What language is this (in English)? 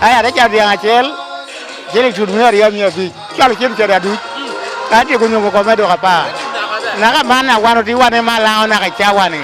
Lango (Uganda)